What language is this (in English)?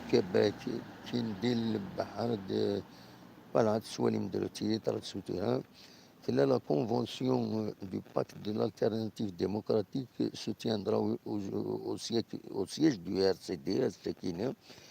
Kabyle